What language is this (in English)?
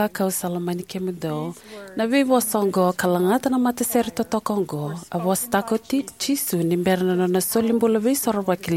Fijian